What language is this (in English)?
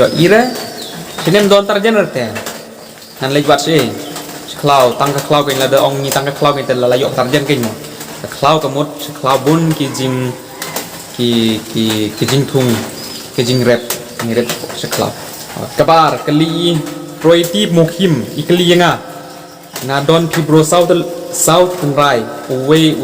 Khasi